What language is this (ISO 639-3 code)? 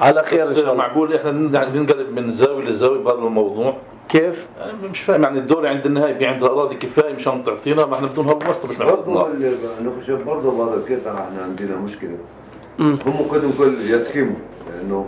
apc